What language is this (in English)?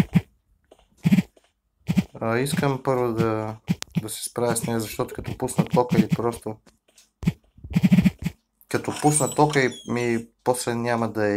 Bulgarian